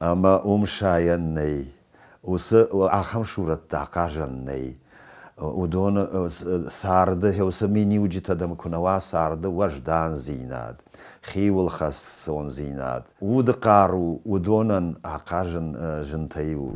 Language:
Ossetic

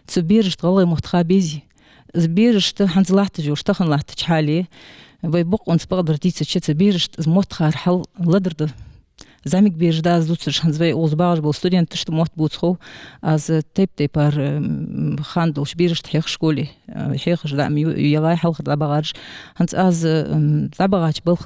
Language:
Ingush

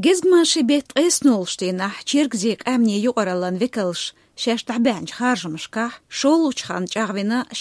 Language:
Chechen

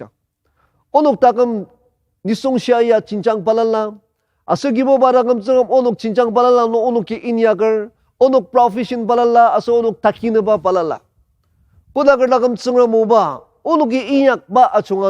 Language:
Ao Naga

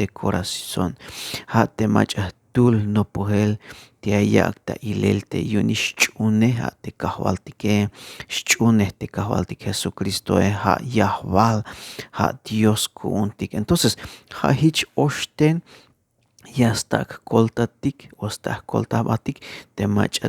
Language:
Tzeltal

